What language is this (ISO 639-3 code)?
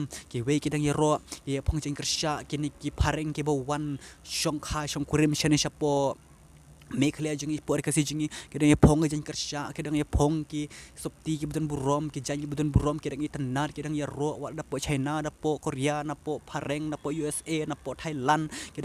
kha